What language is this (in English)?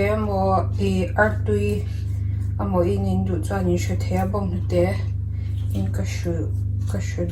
Mizo